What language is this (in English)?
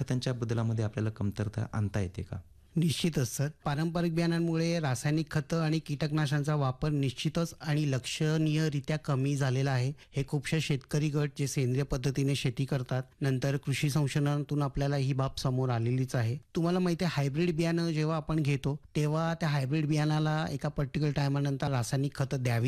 Marathi